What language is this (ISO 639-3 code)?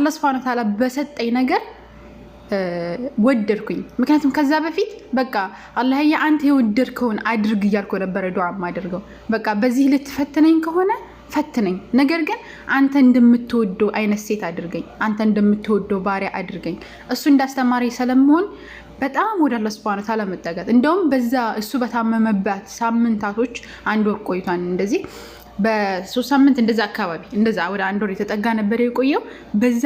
amh